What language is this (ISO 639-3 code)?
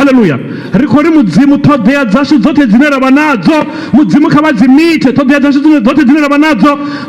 ven